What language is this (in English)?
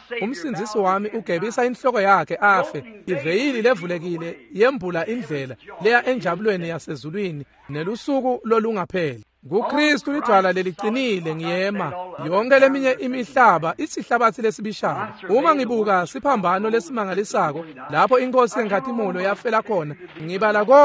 Swati